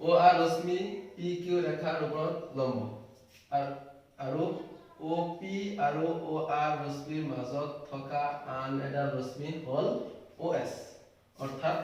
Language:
Assamese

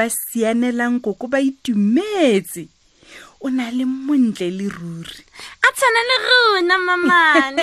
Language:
Tswana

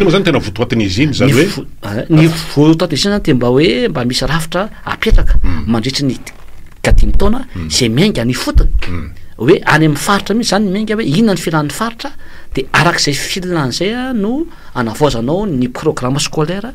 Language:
Malagasy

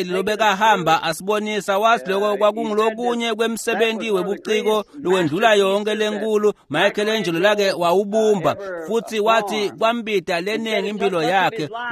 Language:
Swati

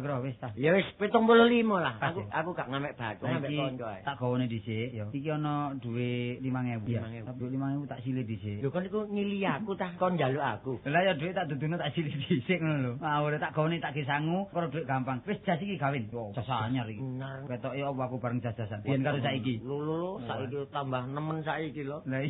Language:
Javanese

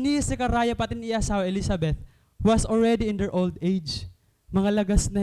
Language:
Waray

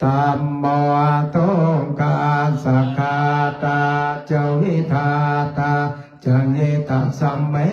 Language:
Pali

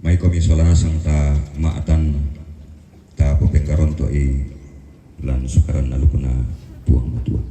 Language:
Toraja-Sa'dan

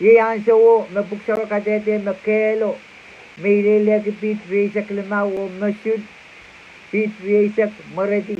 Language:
Pohnpeian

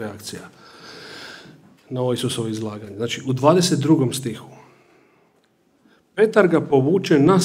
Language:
Croatian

